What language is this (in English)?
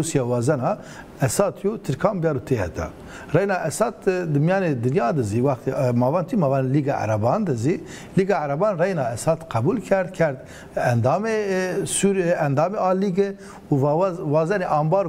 Zaza